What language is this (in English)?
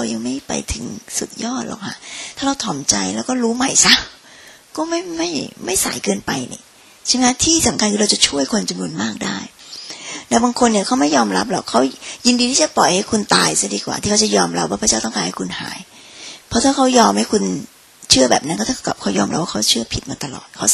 Thai